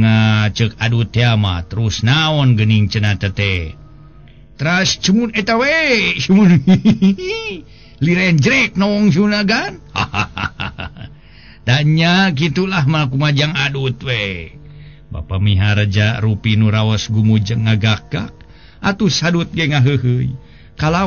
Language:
Sundanese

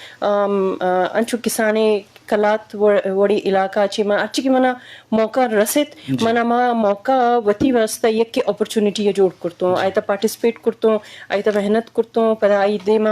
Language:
Eastern Balochi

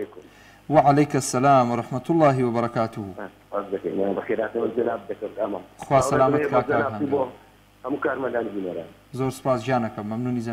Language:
Central Kurdish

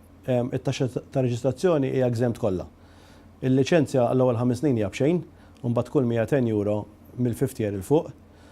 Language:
Maltese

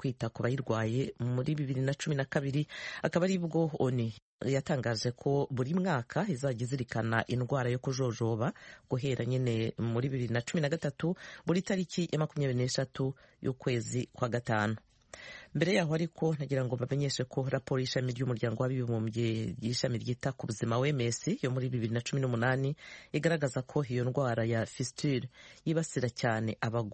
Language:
Kinyarwanda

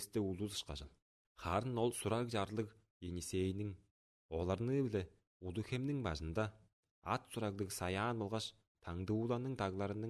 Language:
Tuvinian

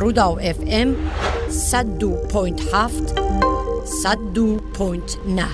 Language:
Kurdish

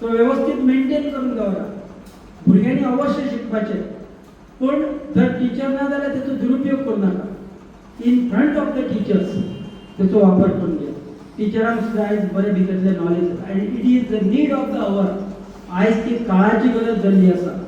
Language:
Konkani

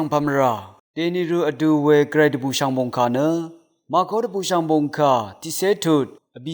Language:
Rawang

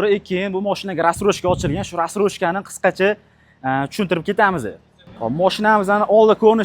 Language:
Uzbek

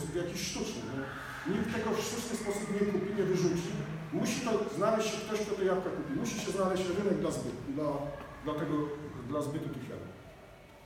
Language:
Polish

